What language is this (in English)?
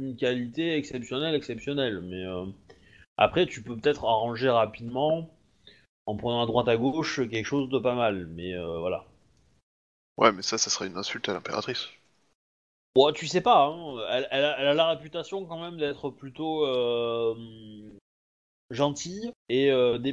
French